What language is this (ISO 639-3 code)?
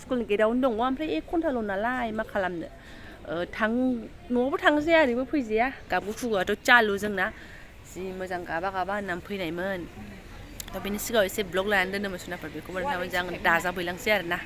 brx